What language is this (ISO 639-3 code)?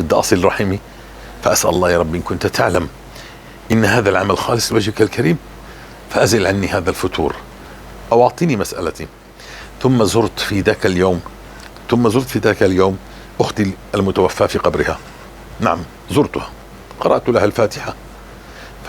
apc